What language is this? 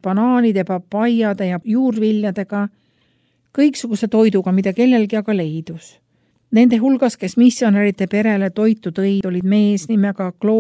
Estonian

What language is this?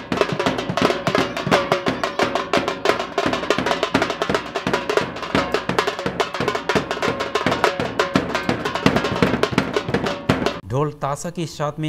Bhojpuri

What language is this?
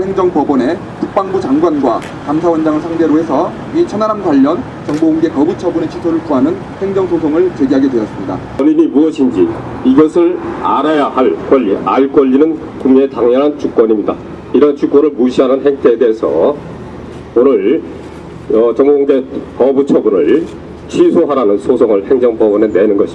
Korean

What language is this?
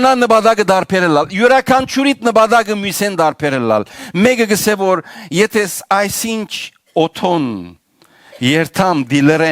Western Armenian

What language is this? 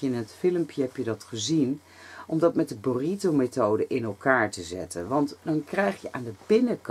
Dutch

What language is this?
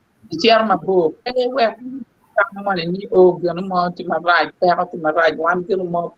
Acoli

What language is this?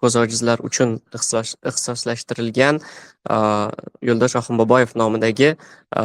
Uzbek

